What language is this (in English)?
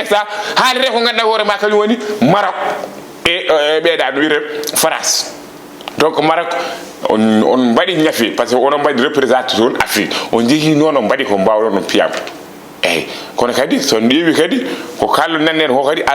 Fula